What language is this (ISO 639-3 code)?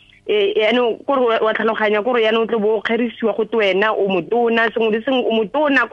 tsn